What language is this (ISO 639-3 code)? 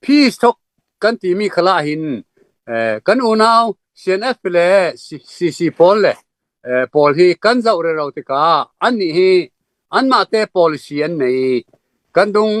cfm